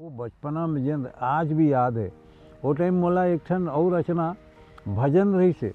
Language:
Chhattisgarhi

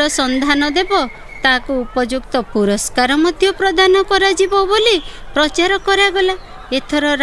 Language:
Odia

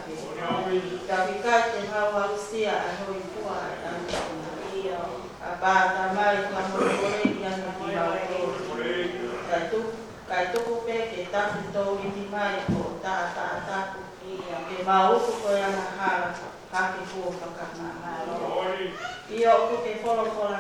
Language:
Tongan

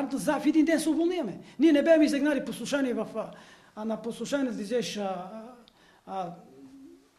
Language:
Bulgarian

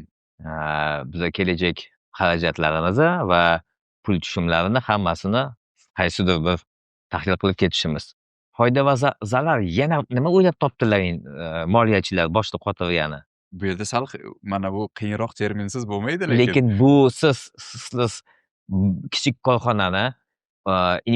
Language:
Uzbek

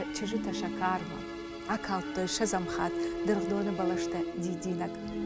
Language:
Ossetic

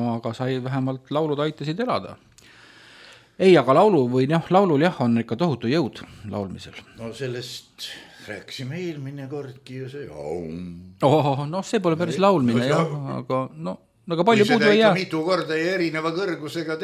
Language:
Estonian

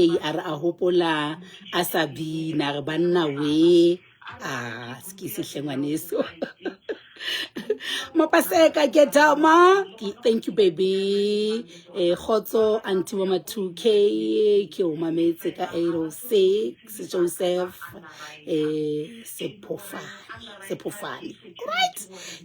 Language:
Southern Sotho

